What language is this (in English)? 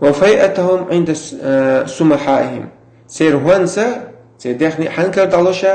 Chechen